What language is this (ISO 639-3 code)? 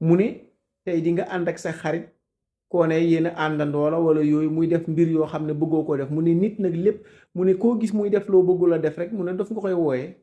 wol